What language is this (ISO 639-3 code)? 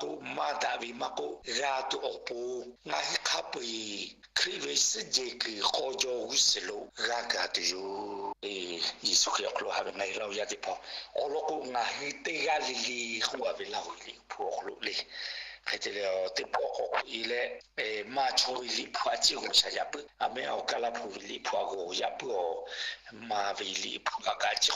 lhu